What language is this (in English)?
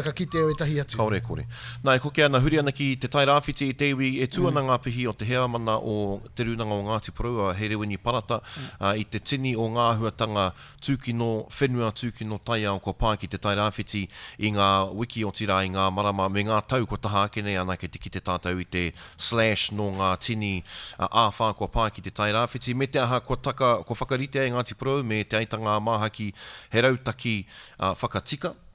Māori